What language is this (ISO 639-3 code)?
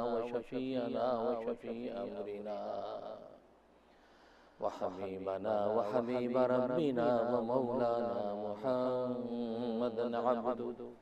urd